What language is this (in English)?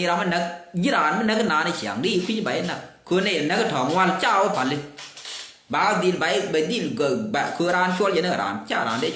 Nuer